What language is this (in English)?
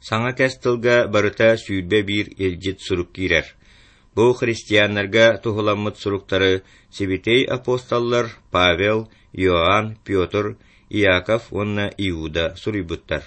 Yakut